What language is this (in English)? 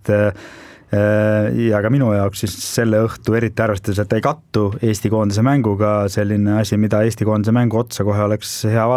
Estonian